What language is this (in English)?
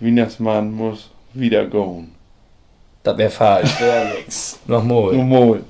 Low German